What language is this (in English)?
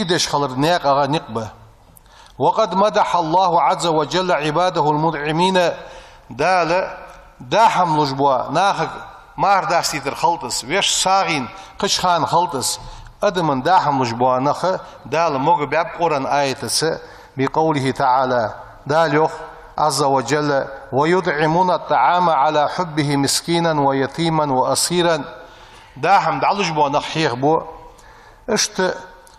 Ingush